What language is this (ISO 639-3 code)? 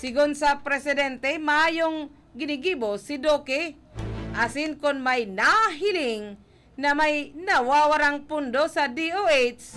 bik